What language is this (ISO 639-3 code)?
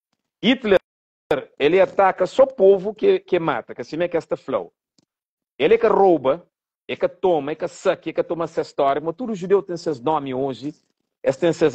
kea